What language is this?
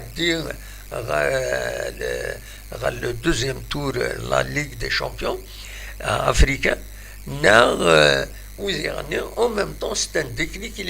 Kabyle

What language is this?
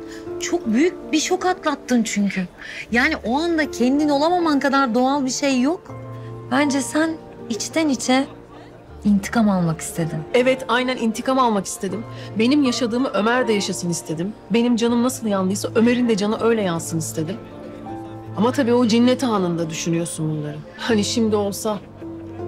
Turkish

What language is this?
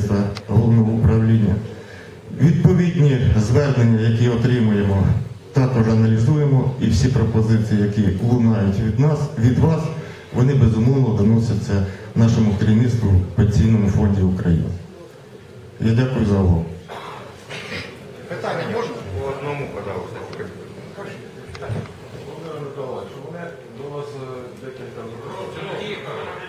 Ukrainian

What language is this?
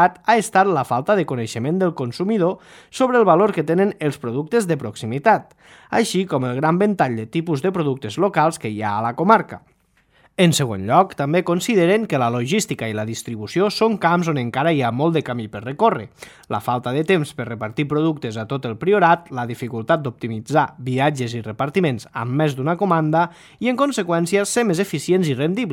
Catalan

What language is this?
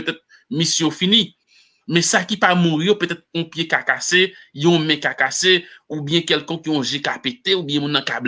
Haitian Creole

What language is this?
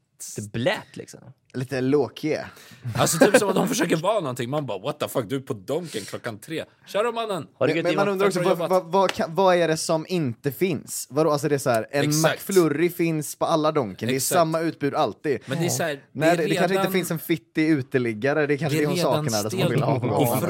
Swedish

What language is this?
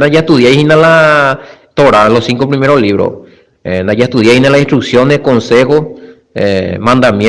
Guarani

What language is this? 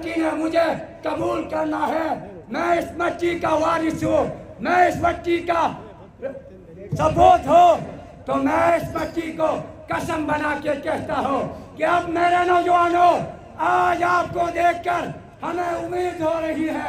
Urdu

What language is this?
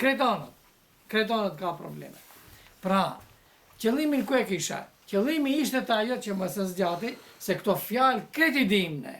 Albanian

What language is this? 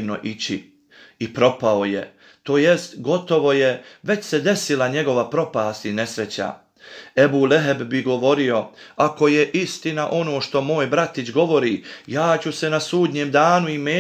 Bosnian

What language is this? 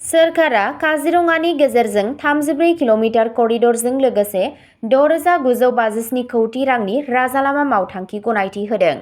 Bodo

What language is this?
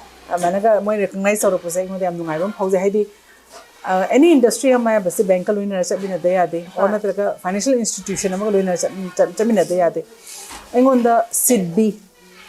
Manipuri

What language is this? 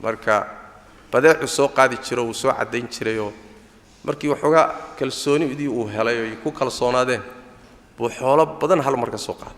Somali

